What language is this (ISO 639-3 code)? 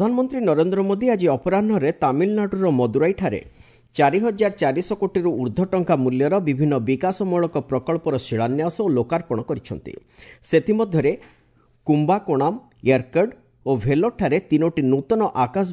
ori